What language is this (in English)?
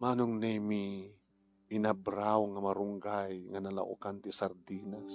Iloko